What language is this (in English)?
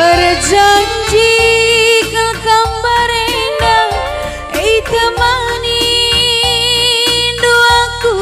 Batak Karo